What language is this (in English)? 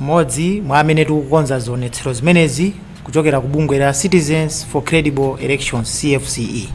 Nyanja